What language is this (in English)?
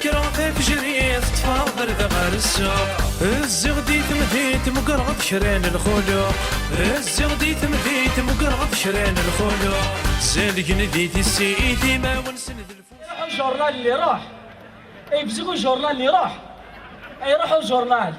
Kabyle